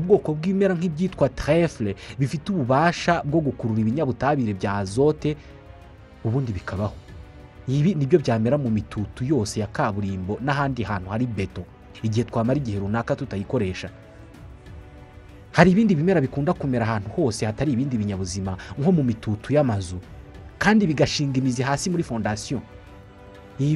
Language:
Kinyarwanda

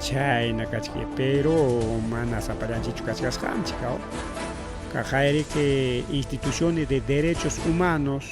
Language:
Ayacucho Quechua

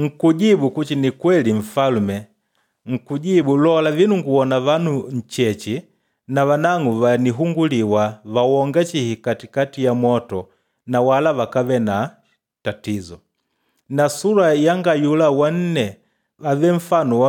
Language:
Makonde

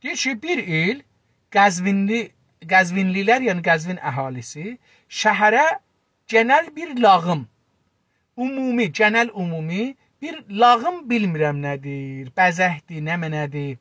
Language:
South Azerbaijani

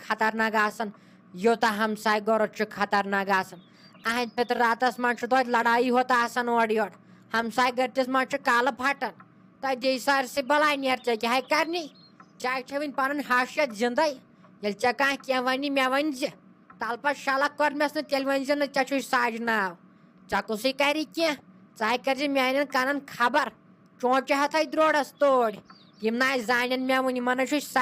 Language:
Kashmiri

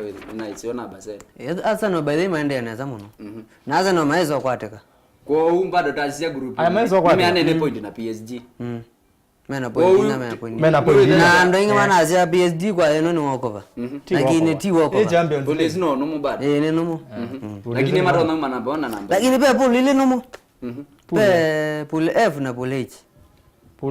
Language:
Kamba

